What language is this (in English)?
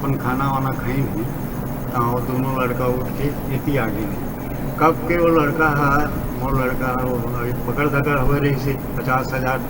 Chhattisgarhi